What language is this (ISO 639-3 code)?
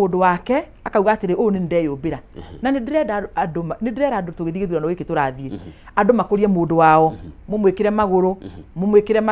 kik